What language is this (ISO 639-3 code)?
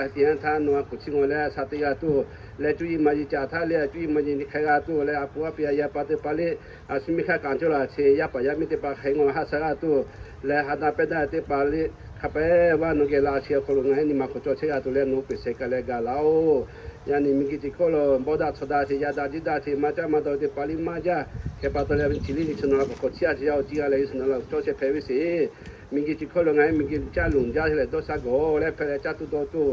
lhu